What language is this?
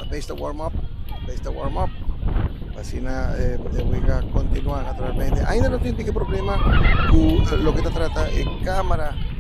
Papiamento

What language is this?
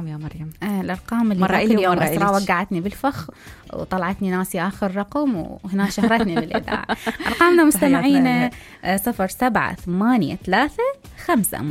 Mesopotamian Arabic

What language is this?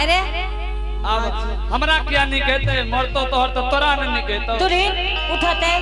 Angika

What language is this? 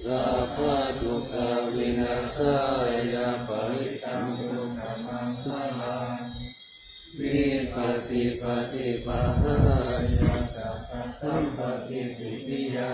Pali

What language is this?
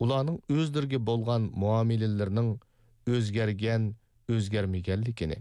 Uyghur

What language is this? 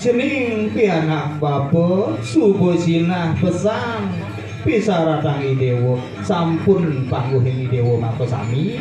Balinese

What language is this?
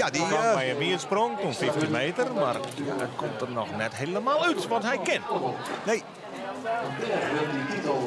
Western Frisian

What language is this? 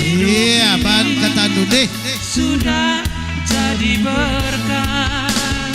Batak Karo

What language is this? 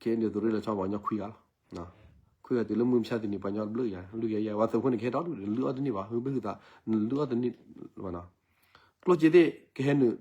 S'gaw Karen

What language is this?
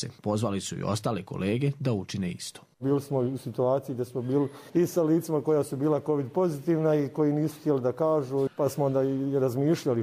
Bosnian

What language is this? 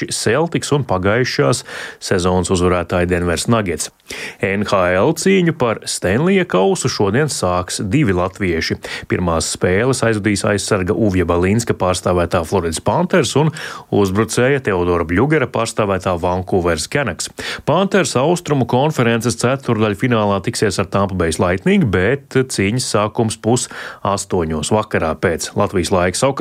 Latvian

